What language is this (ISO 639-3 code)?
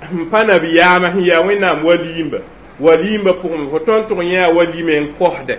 mos